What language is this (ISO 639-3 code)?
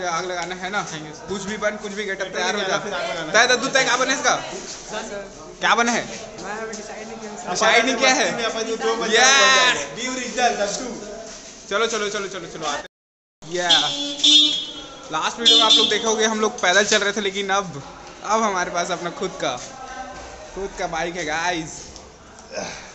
hin